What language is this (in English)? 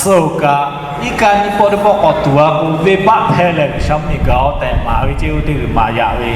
Lahu